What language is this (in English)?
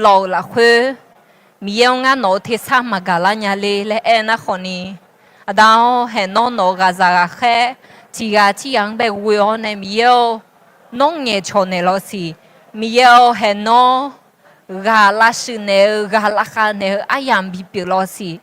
Akha